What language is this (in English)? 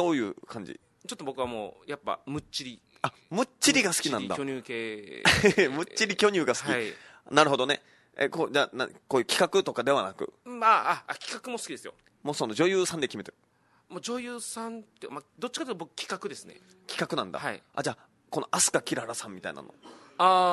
Japanese